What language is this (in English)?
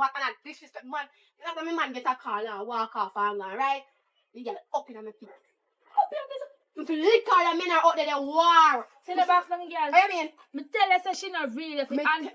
Jamaican Creole English